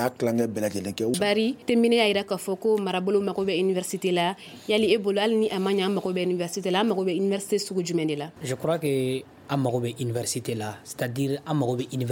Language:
Bambara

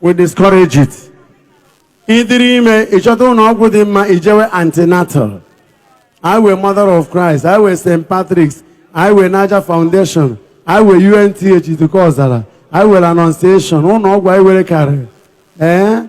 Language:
Igbo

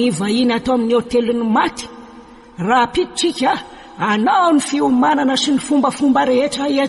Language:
Malagasy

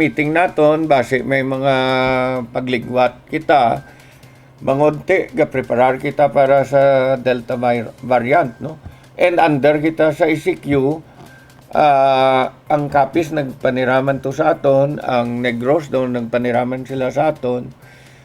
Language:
Hiligaynon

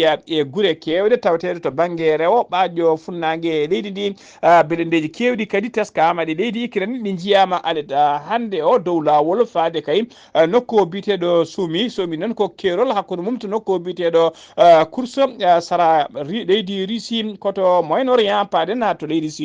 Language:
Fula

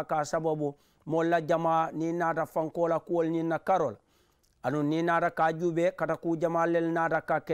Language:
Mandingo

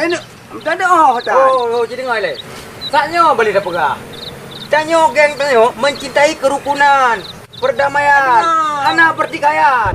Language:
Achinese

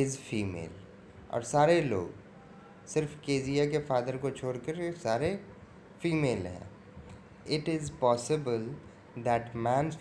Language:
Hindi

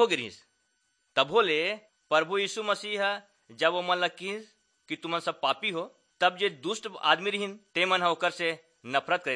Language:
Chhattisgarhi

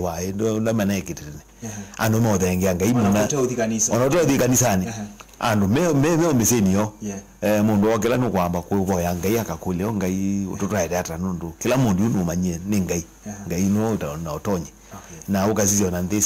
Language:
Kamba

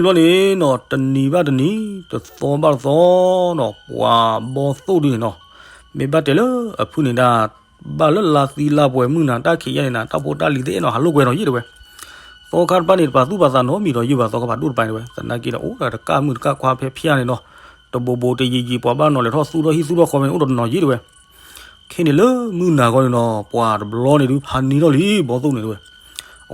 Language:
S'gaw Karen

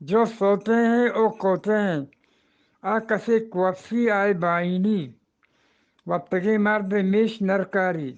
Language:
Eastern Balochi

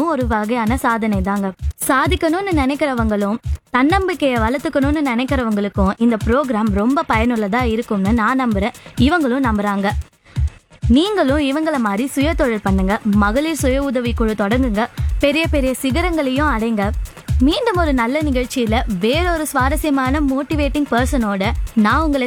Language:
Tamil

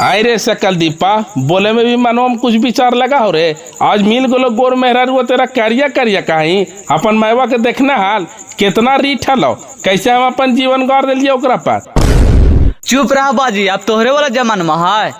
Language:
Magahi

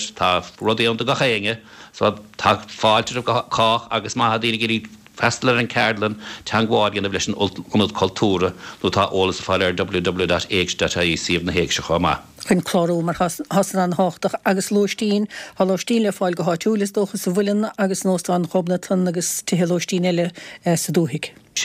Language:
Irish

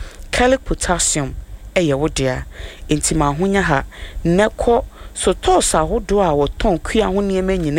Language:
Akan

